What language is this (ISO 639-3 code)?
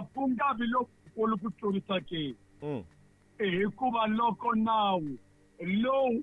tso